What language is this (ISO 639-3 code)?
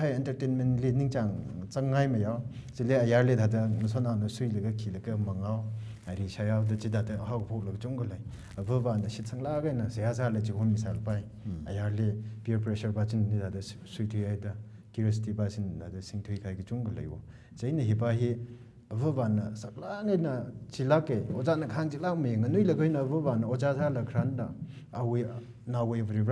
nmf